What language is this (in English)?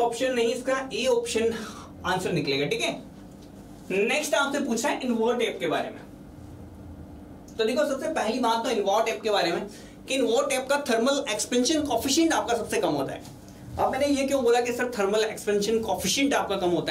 Hindi